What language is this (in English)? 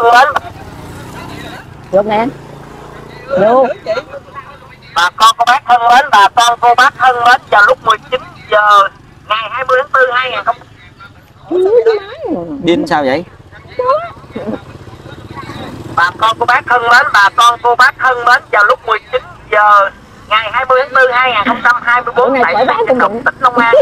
Vietnamese